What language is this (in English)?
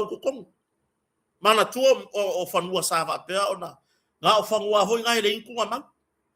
Samoan